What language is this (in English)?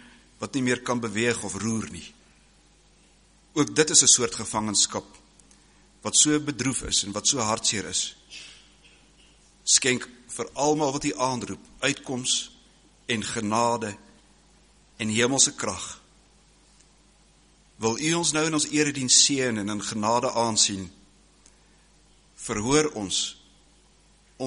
Afrikaans